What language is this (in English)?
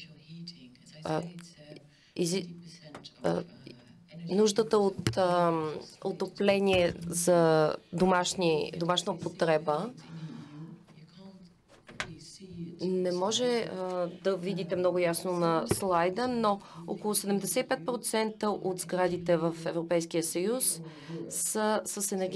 Bulgarian